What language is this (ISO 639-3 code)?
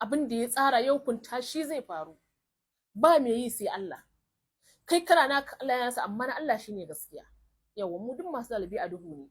hau